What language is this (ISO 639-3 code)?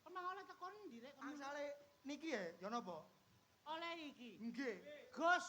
jav